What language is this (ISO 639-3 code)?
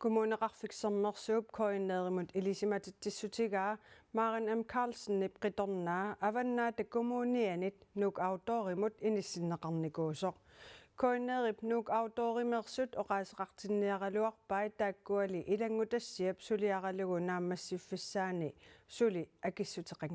kal